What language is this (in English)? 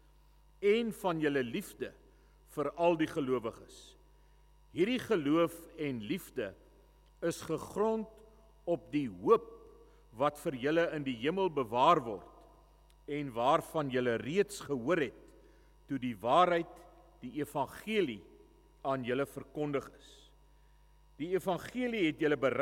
Afrikaans